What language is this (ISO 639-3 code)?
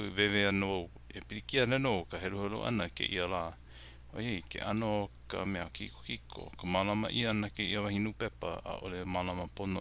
haw